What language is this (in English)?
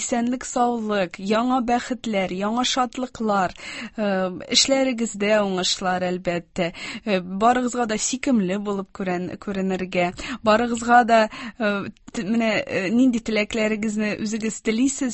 Tatar